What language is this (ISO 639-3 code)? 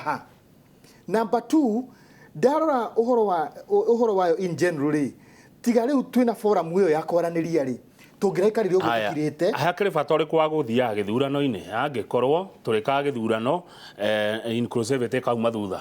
kik